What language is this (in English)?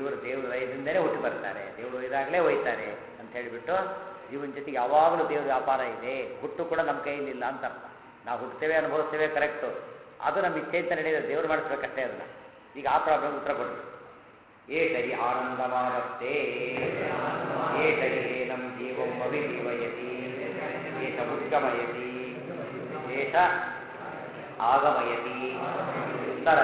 Kannada